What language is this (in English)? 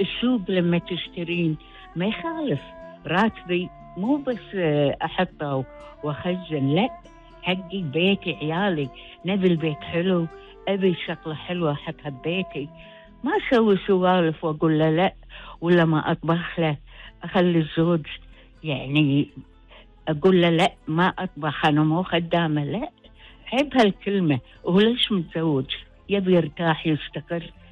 Gulf Arabic